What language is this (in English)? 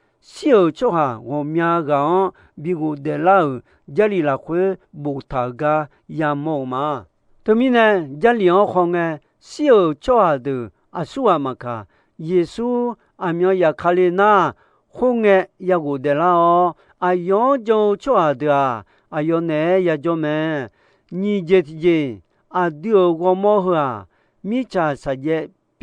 Akha